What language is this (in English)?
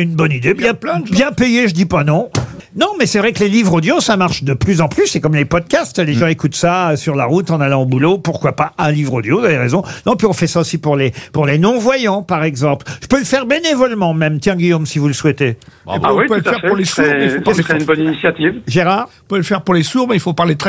French